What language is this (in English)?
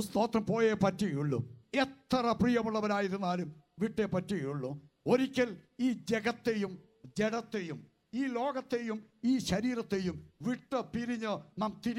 Malayalam